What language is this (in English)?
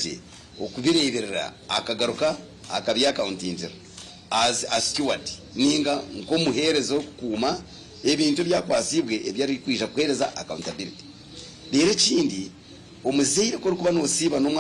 Nyankole